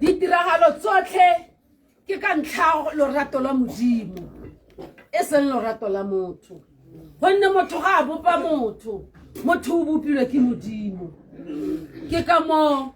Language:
Tswana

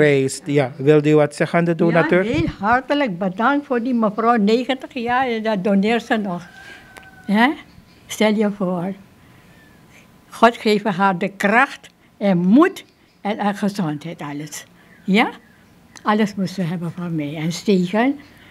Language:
Dutch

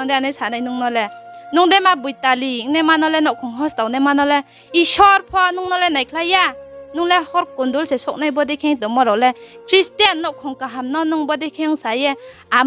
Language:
Riang (India)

